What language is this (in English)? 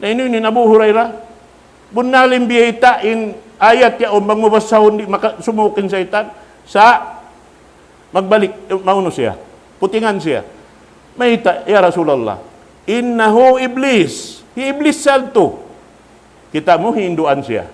Tausug